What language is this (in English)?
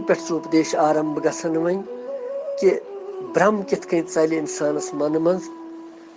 Kashmiri